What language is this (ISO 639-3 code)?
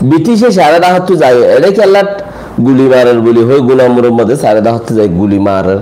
rhg